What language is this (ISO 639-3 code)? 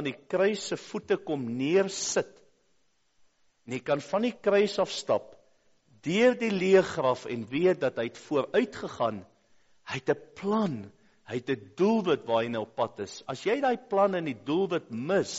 afr